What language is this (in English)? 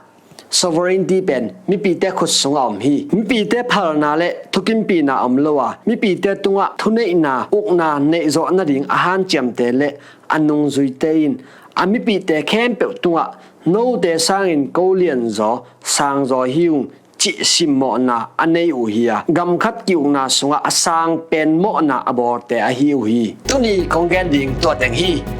Tedim Chin